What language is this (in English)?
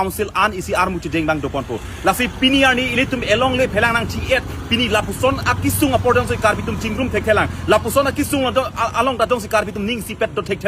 Karbi